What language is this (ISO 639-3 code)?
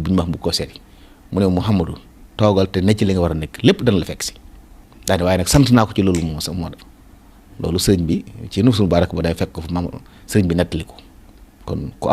wol